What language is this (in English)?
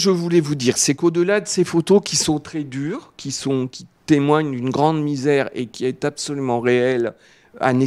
French